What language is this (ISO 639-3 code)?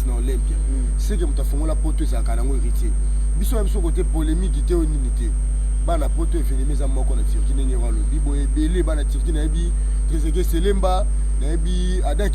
lin